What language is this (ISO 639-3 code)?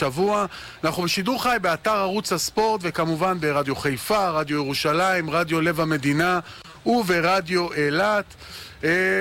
heb